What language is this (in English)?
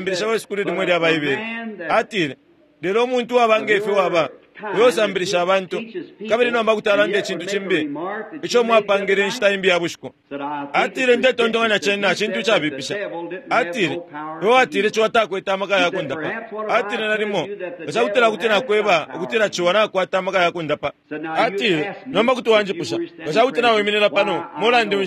Bemba